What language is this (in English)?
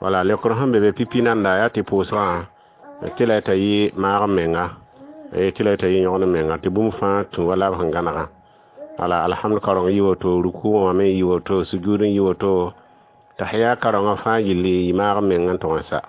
Mossi